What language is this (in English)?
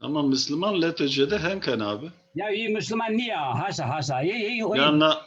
Zaza